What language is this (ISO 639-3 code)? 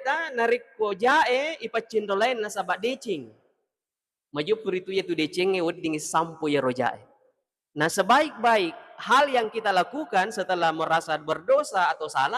bug